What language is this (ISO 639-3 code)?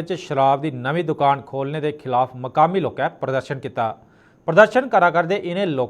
doi